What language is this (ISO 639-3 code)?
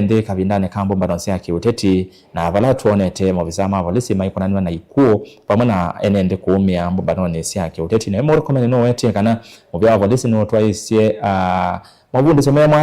kam